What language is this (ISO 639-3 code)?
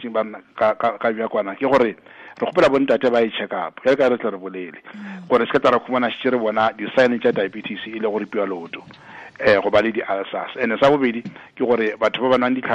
tsn